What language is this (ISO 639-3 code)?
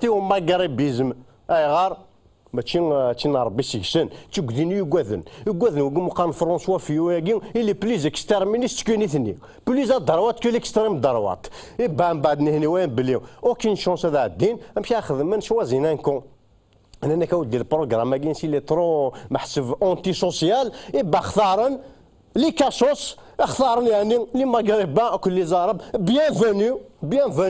kab